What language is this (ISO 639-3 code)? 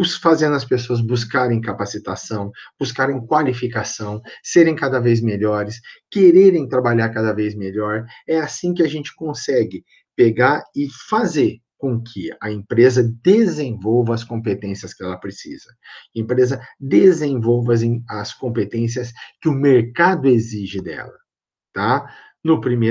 por